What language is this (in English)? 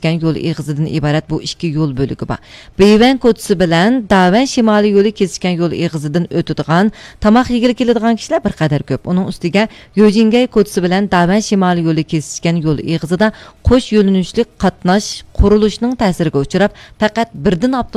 Uyghur